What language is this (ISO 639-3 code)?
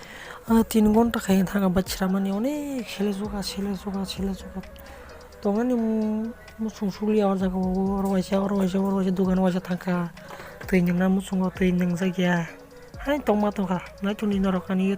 trp